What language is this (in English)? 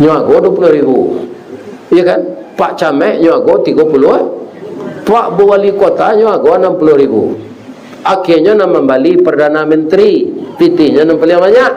Minangkabau